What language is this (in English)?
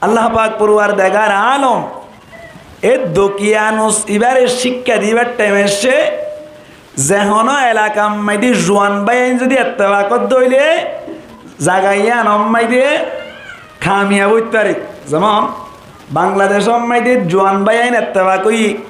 Rohingya